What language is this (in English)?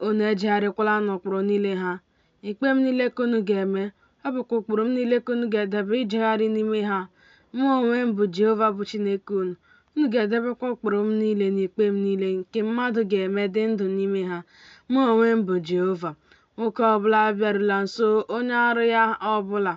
Igbo